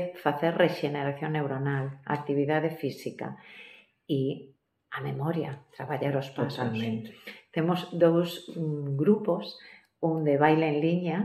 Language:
Galician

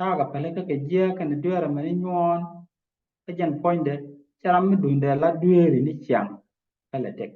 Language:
Nuer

